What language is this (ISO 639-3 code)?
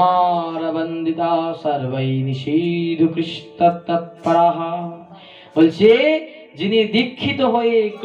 ben